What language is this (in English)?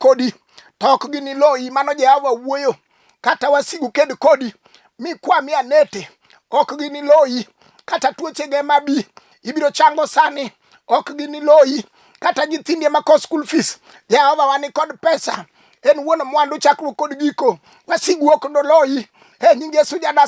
Luo (Kenya and Tanzania)